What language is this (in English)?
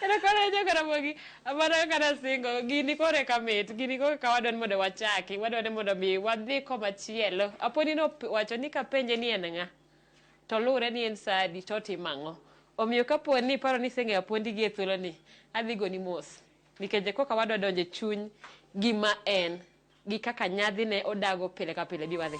Luo (Kenya and Tanzania)